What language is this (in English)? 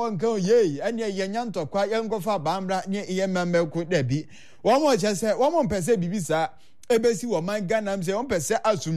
Akan